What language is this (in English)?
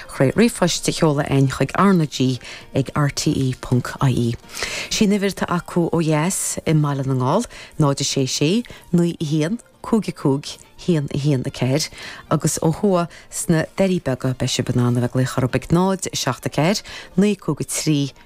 Irish